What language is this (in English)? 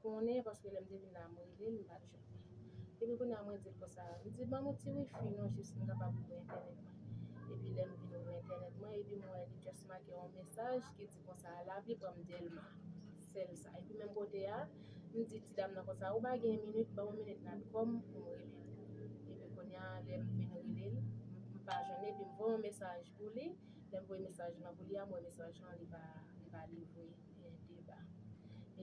Haitian Creole